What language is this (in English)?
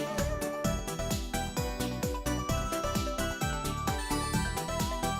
Bashkir